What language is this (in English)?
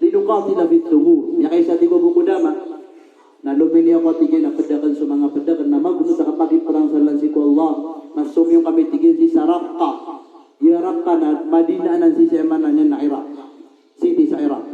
Maranao